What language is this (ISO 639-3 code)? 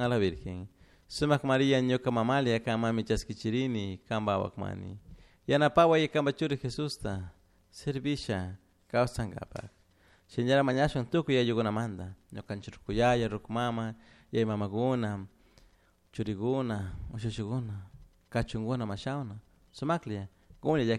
qug